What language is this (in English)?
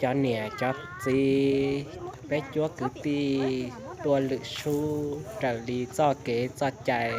Hmong